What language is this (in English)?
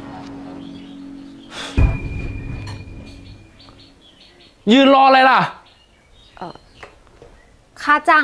Thai